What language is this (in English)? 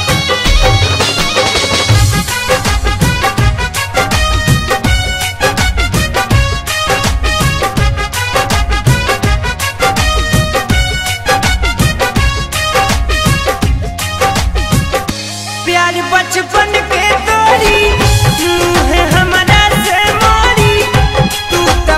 Bhojpuri